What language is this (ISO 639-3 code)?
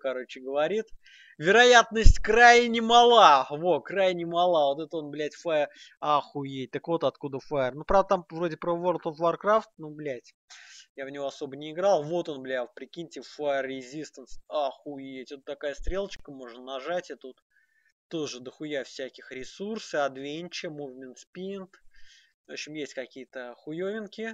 rus